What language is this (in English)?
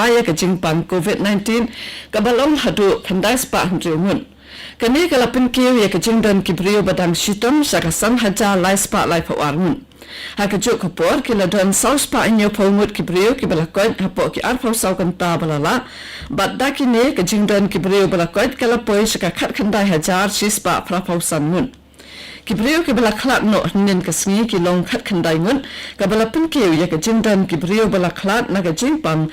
Khasi